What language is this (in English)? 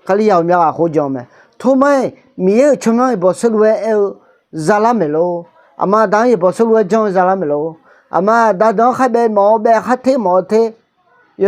Akha